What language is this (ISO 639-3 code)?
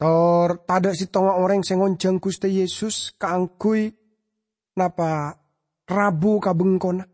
mad